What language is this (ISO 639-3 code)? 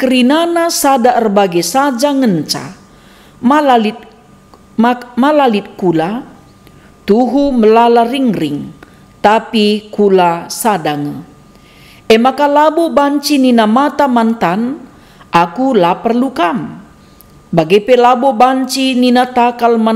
btx